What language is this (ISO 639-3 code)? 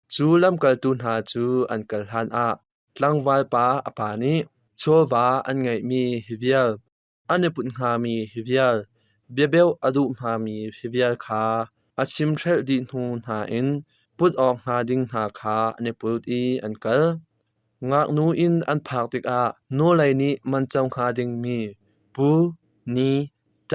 cnh